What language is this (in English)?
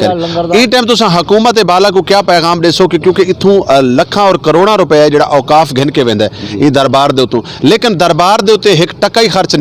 Saraiki